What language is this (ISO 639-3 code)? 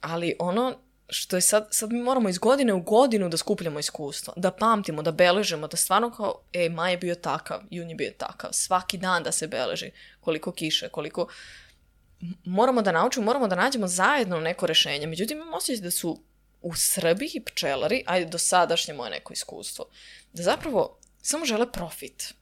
srp